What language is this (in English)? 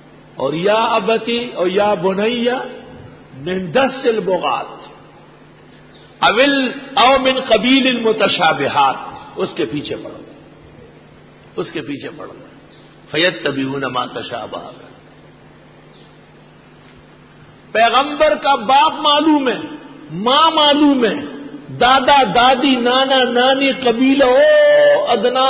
Urdu